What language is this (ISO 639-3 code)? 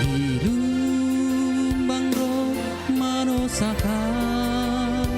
bts